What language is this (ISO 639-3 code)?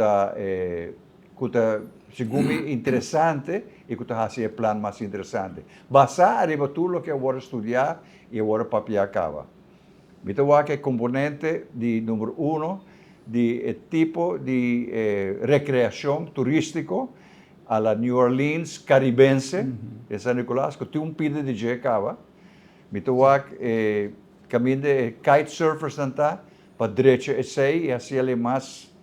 pap